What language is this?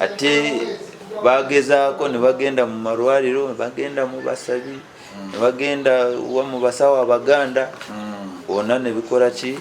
Nyankole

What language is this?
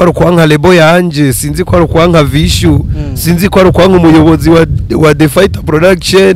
Rundi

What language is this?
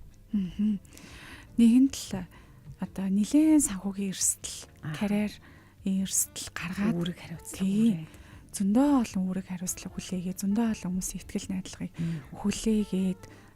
Mongolian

